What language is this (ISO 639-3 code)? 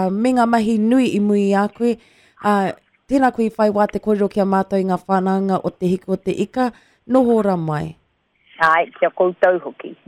mri